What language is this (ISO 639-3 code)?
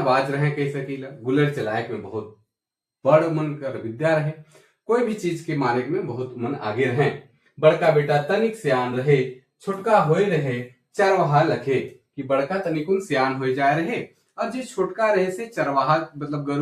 sck